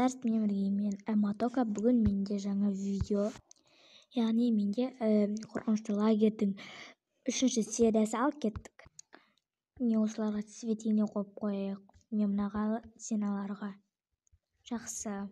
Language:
Kazakh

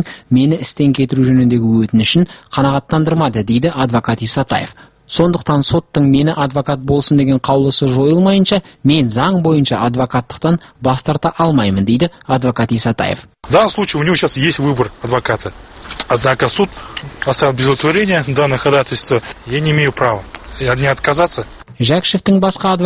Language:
Kazakh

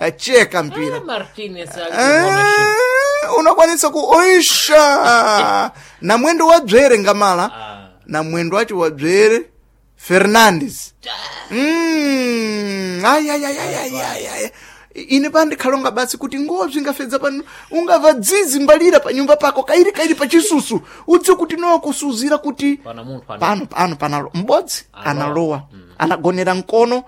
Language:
Sena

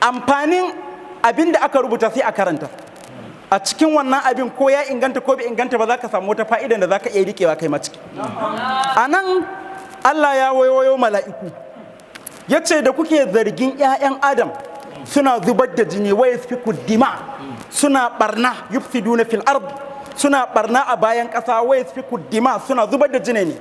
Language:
Hausa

